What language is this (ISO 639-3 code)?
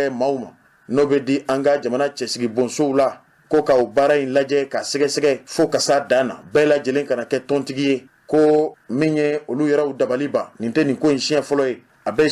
bam